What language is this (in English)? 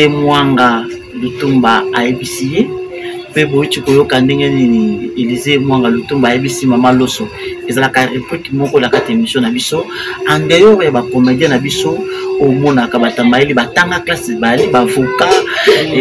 Lingala